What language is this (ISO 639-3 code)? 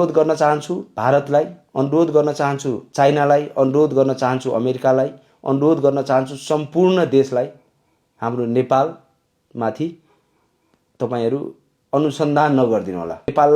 nep